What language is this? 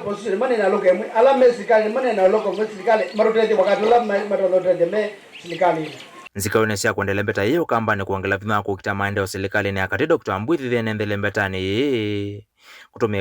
Kamba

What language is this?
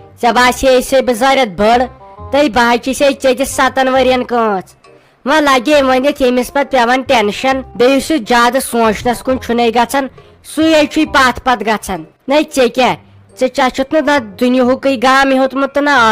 Kashmiri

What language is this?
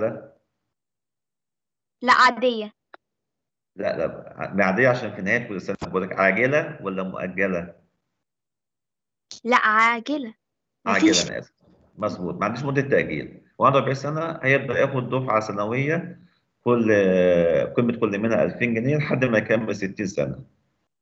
Egyptian Arabic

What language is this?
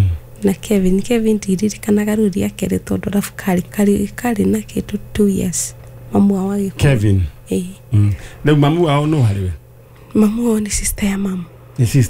Kikuyu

